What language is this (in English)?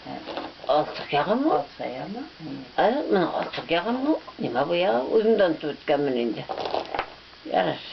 Bashkir